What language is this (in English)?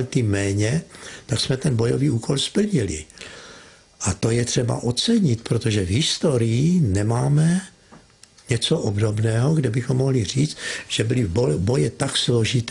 Czech